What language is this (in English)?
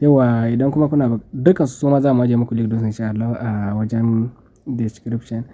Hausa